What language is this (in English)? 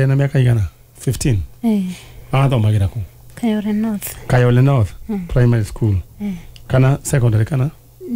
Kikuyu